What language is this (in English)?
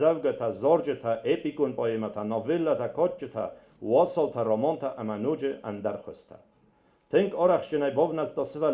Ossetic